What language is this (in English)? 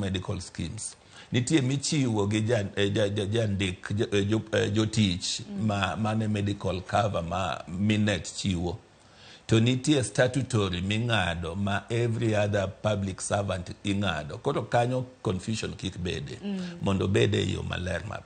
Luo (Kenya and Tanzania)